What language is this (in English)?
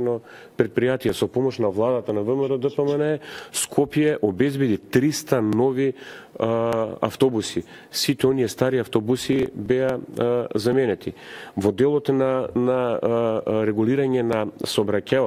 Macedonian